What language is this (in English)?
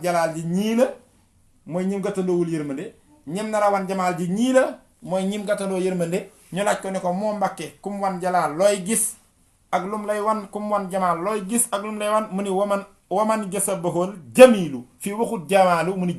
Wolof